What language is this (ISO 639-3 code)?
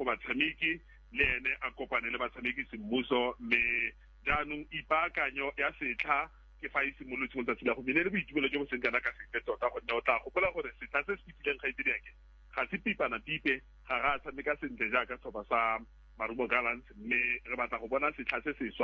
tsn